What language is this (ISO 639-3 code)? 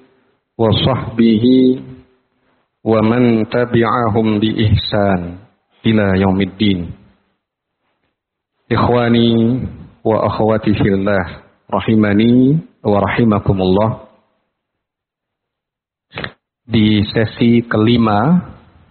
ind